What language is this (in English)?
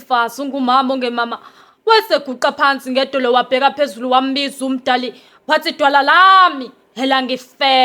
Zulu